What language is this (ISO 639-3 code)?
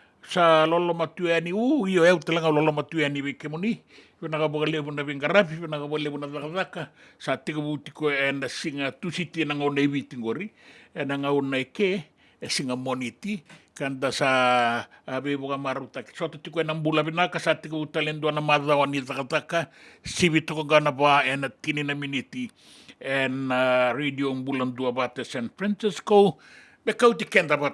fij